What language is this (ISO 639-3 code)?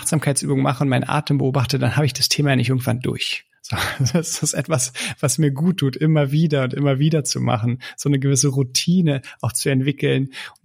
deu